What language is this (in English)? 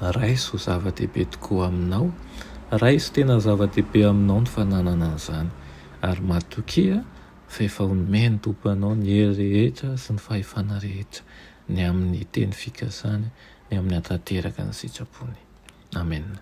Malagasy